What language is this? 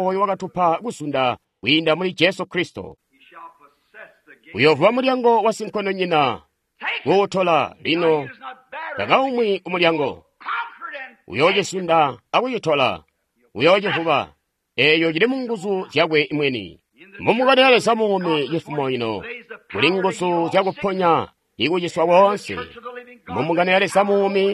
Tonga (Zambia)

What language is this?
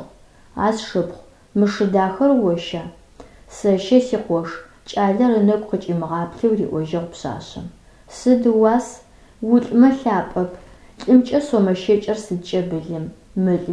Adyghe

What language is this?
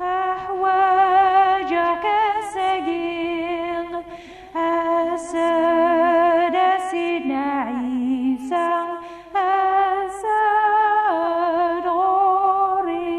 Kabyle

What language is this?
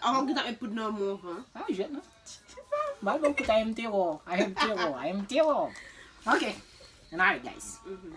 Haitian Creole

